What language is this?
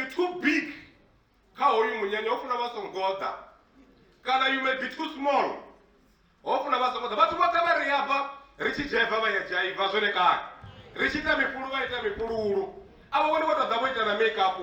Venda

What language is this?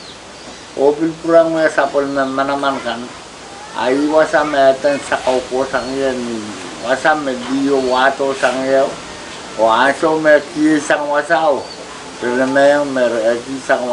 Pohnpeian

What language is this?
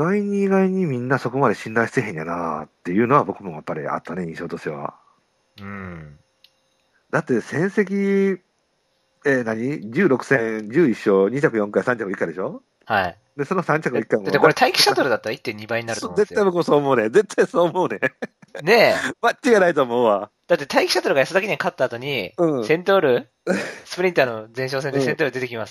Japanese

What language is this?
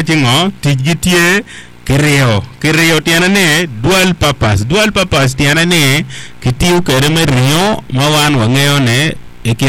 Acoli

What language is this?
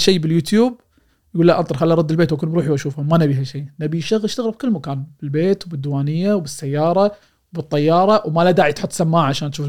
Gulf Arabic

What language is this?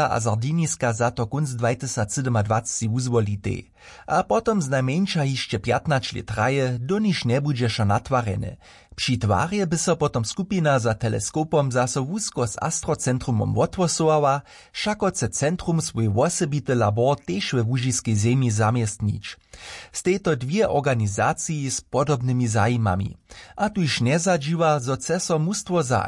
Upper Sorbian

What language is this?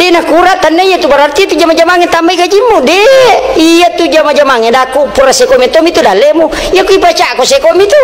Buginese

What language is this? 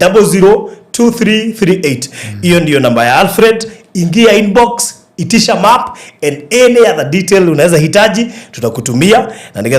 Kikuyu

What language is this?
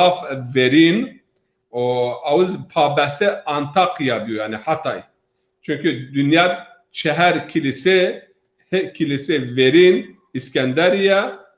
Zaza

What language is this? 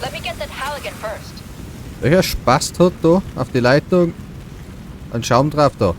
Bavarian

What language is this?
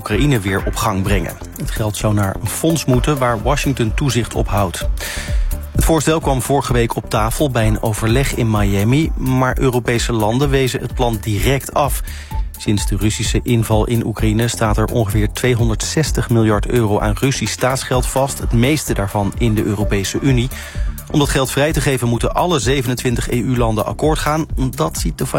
Dutch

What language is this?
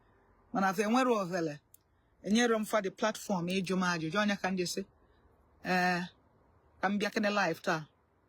Igbo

